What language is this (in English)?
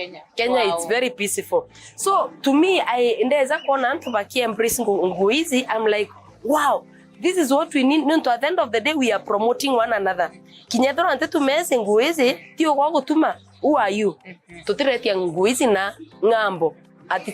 Meru